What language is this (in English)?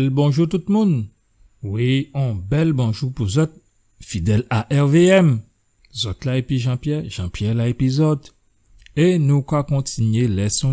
Guadeloupean Creole French